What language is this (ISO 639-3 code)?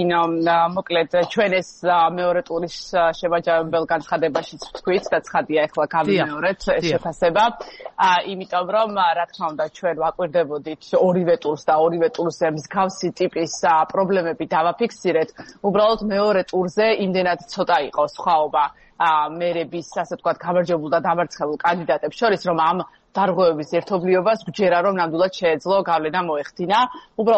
kat